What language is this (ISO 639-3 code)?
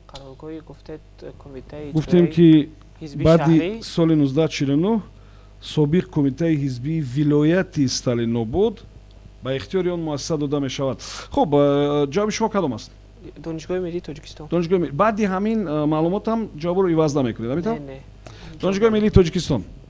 tgk